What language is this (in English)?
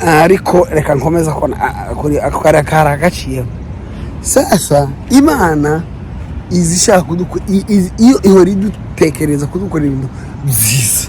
Kinyarwanda